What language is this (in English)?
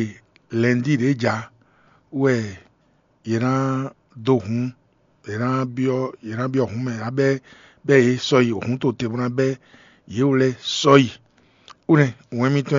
Fon